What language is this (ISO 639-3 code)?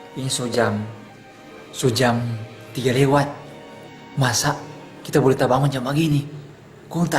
xmm